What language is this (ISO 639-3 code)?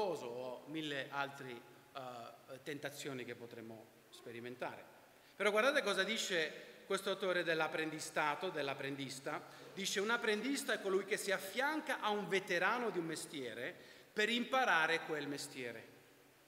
ita